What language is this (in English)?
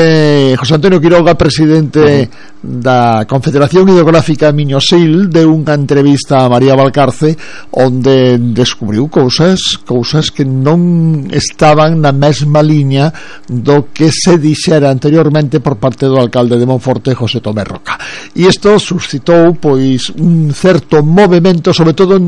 Galician